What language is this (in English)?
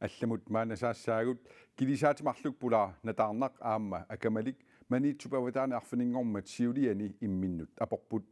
Kalaallisut